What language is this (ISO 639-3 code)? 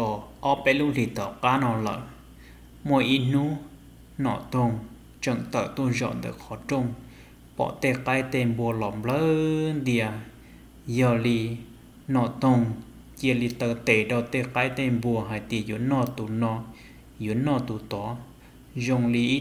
hmn